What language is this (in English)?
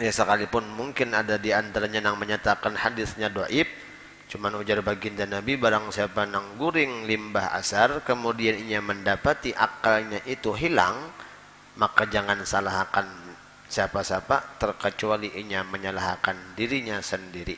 Banjar